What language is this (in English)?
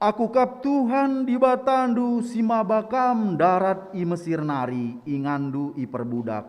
Batak Karo